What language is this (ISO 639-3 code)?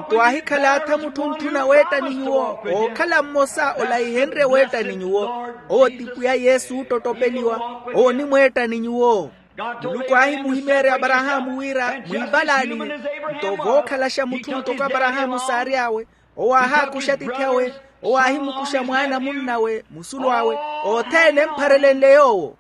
vmw